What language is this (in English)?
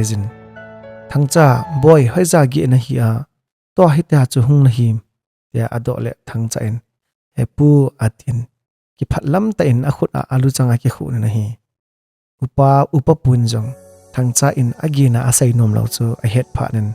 Thado Chin